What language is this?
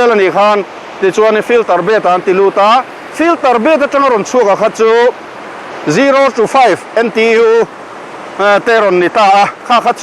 Mizo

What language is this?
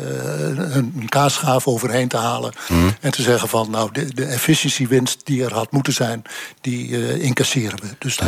Dutch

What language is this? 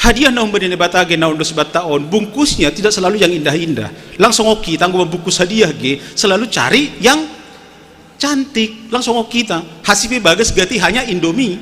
Batak Simalungun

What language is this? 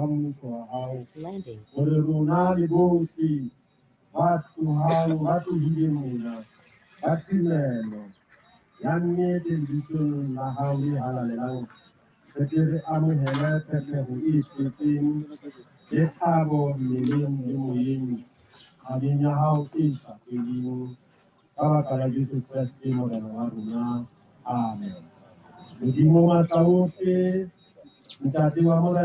Southern Sotho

